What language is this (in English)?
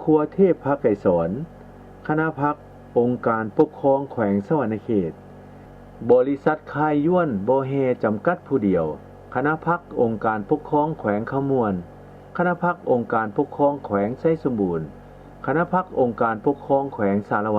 Lao